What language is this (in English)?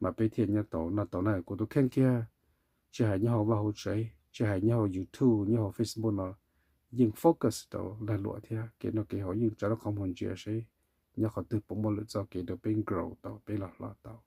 Hmong